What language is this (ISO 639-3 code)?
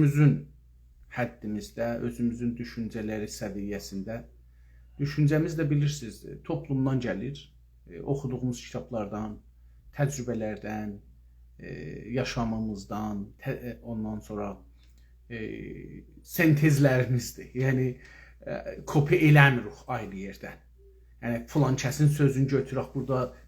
azb